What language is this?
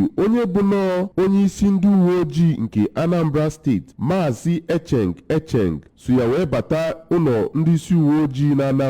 Igbo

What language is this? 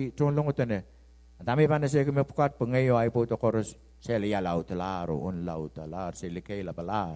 Pohnpeian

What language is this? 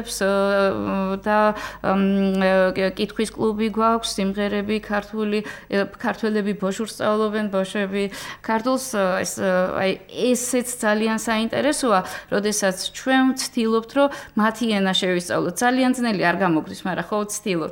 Georgian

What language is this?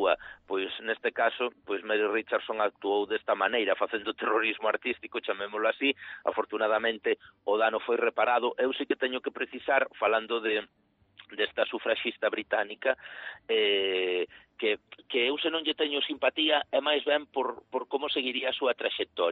Galician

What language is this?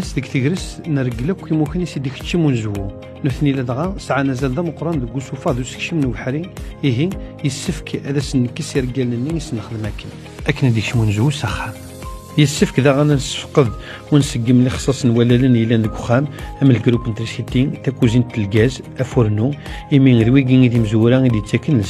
Kabyle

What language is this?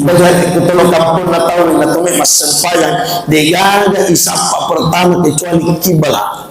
Buginese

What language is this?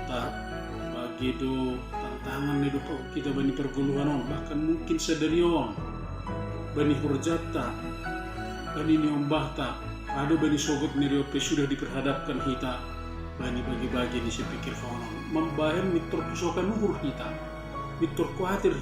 Batak Simalungun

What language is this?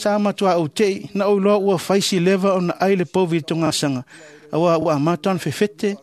Samoan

